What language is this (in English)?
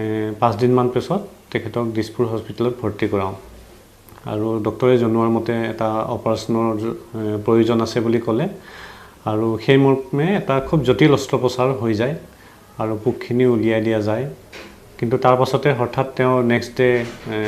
Assamese